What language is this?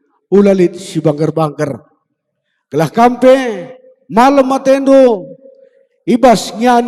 Batak Karo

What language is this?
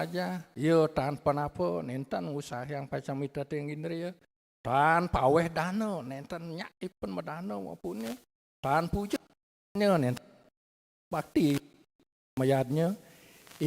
Balinese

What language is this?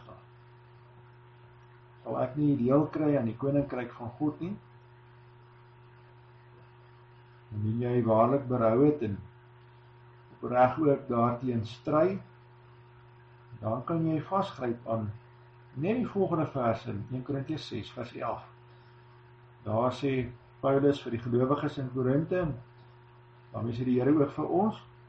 Afrikaans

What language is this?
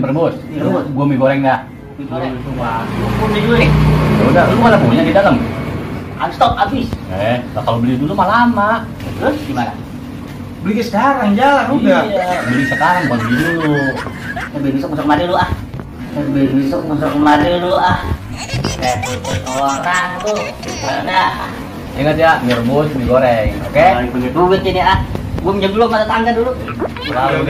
Betawi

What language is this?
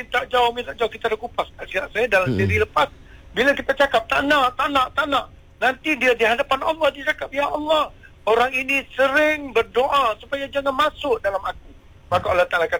Malay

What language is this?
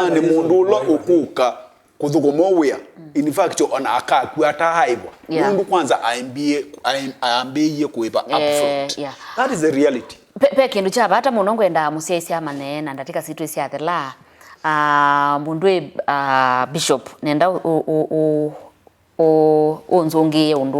Kamba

